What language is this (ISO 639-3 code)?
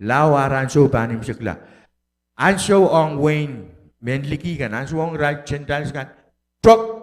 pon